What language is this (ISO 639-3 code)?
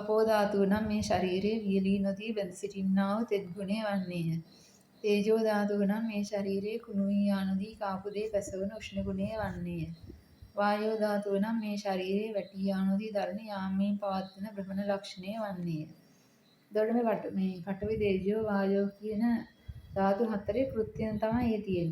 sin